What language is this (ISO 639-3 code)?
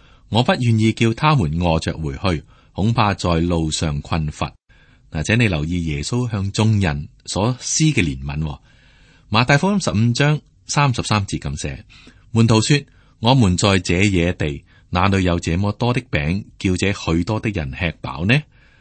yue